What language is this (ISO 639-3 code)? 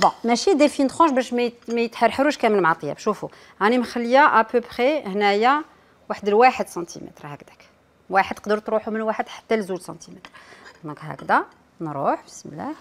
arq